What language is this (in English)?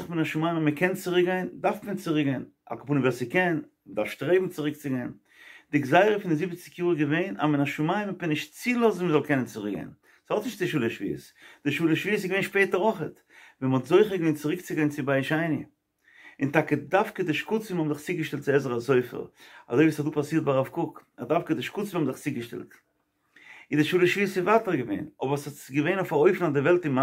Yiddish